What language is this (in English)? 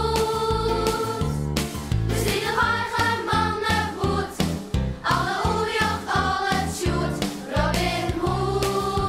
Western Frisian